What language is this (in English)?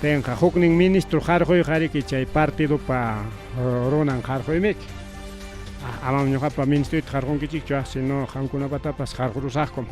Ayacucho Quechua